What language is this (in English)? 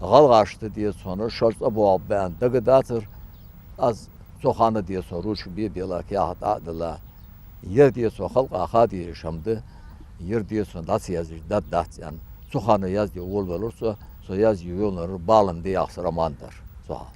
Ingush